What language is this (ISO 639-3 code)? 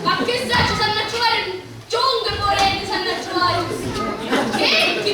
scn